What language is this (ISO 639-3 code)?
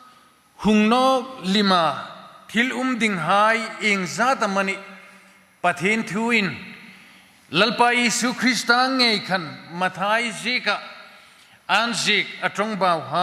hmr